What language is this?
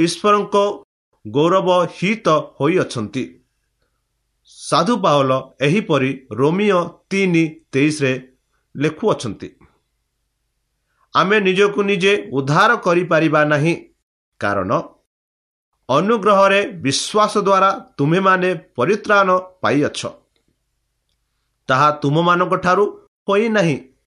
Odia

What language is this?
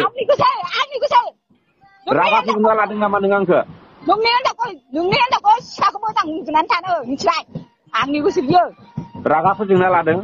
Bodo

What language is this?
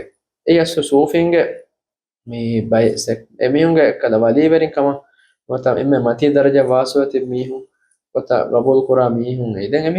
Divehi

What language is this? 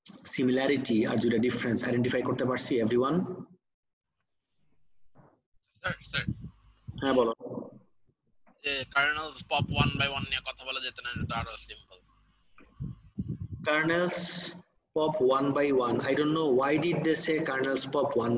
Bangla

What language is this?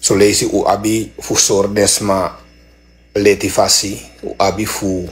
Sranan Tongo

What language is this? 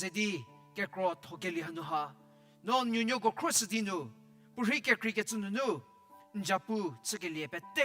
Angami Naga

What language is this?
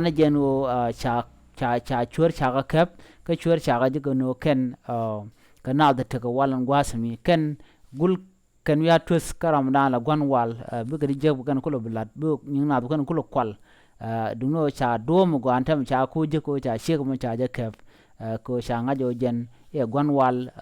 Nuer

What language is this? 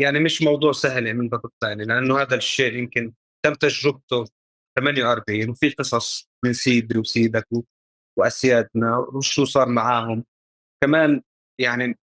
North Levantine Arabic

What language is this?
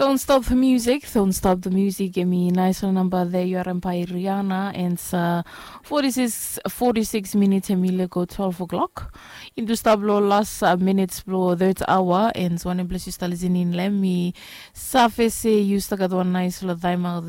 Bislama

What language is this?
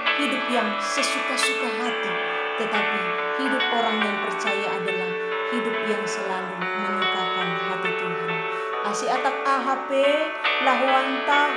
Batak Simalungun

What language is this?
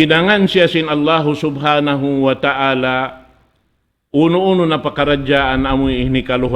Tausug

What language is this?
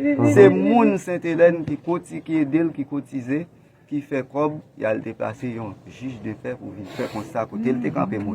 Haitian Creole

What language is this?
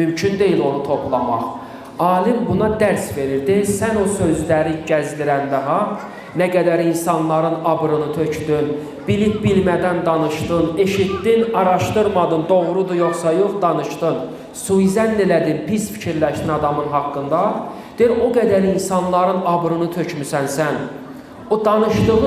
Azerbaijani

